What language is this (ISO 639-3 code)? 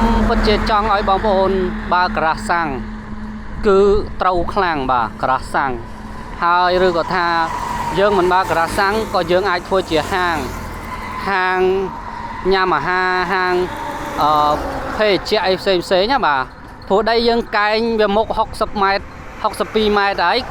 khm